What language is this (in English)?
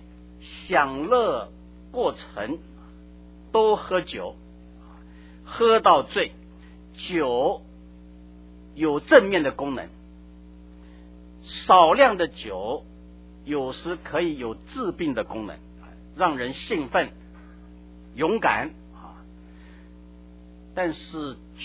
Chinese